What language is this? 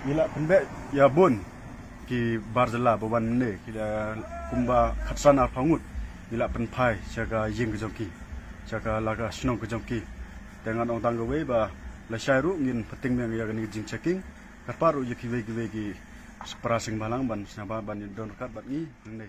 Khasi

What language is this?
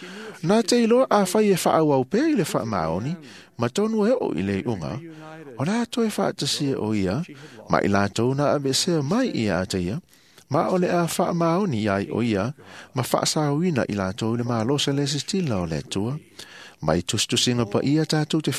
Samoan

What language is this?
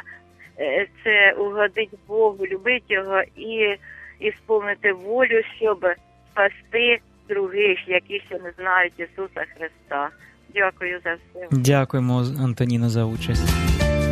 Ukrainian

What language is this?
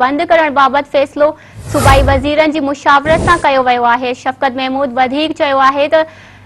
Sindhi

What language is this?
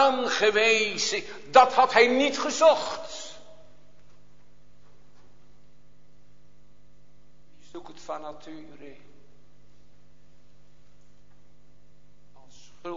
Dutch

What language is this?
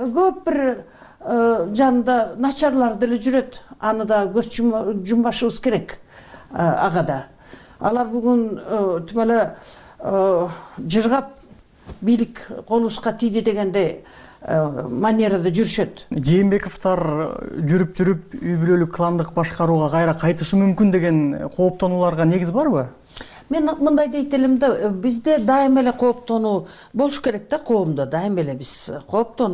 Kyrgyz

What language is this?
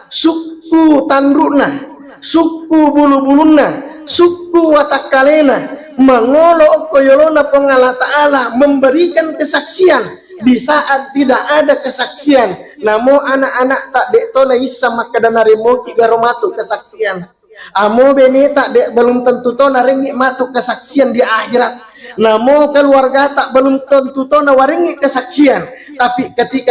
Buginese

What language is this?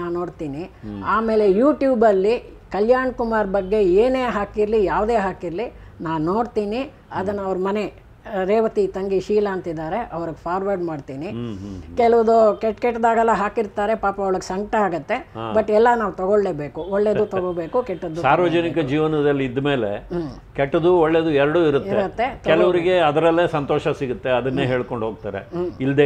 Kannada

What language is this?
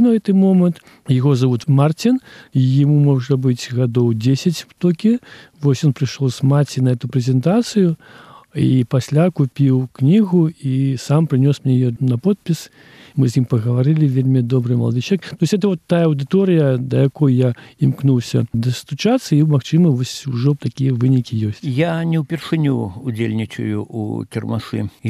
Belarusian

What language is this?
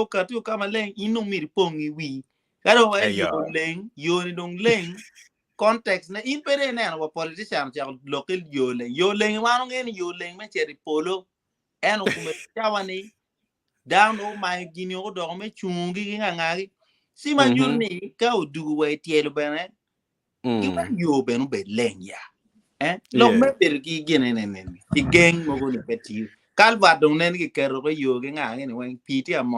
Acoli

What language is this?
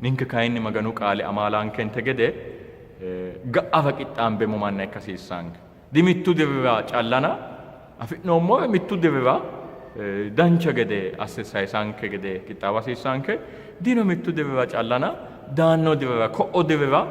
Sidamo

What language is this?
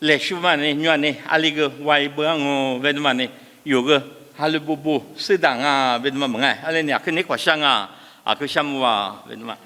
Lisu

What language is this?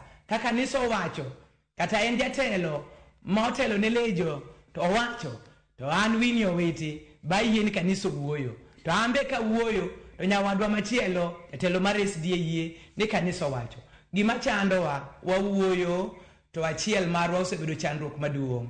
Luo (Kenya and Tanzania)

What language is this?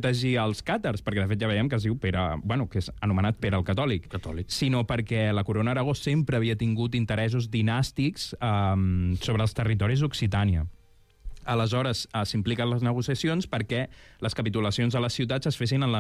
Catalan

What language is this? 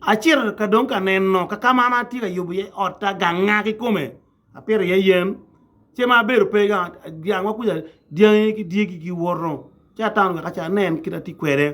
Acoli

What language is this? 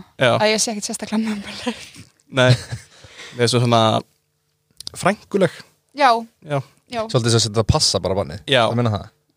Icelandic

